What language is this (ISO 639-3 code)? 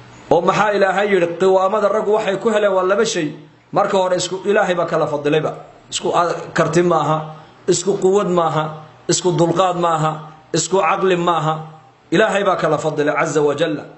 som